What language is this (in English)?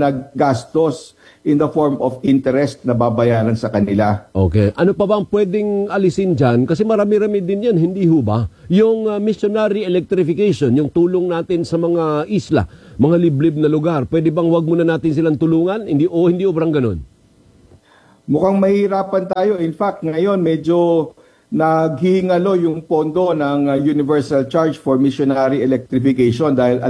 Filipino